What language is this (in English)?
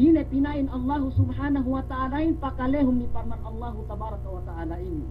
Yakan